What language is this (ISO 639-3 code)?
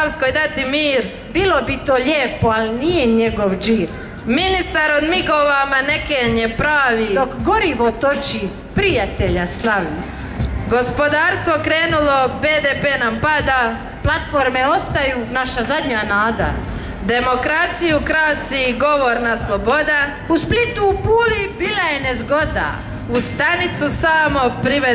hrv